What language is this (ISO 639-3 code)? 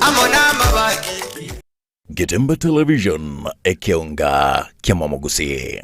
guz